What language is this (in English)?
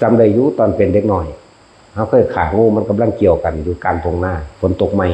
Northeastern Thai